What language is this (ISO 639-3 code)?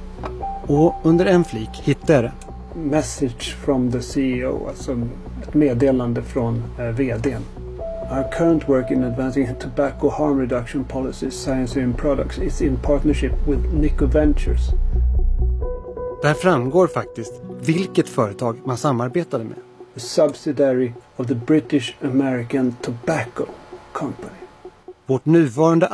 swe